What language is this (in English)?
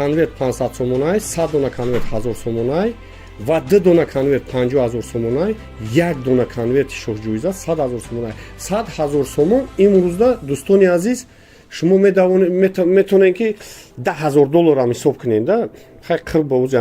Tajik